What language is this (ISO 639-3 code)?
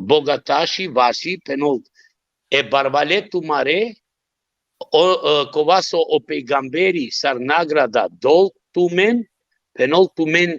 rmn